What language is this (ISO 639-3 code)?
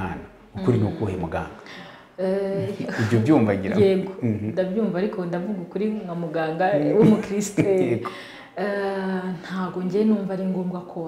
kin